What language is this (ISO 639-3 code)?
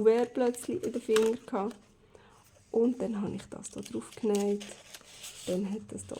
gsw